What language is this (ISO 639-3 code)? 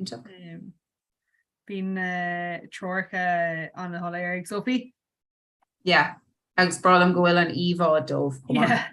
gle